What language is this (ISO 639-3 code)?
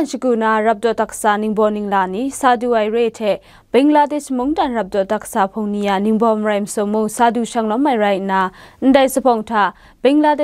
kac